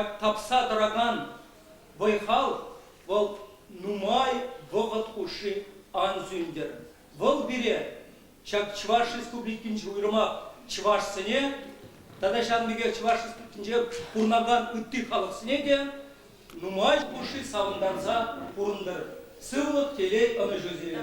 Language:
Chuvash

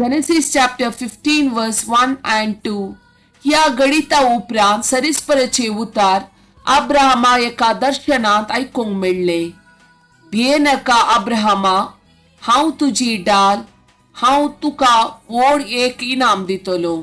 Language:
Konkani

